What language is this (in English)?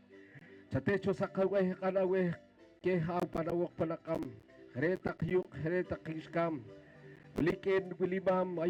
Poqomchi'